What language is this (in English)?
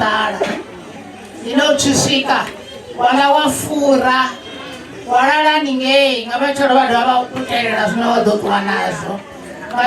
Venda